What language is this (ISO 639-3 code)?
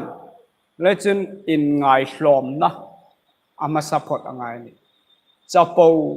hmr